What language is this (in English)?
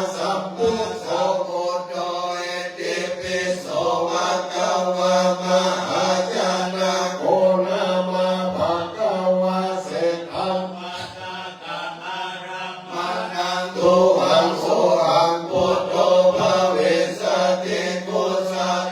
Pali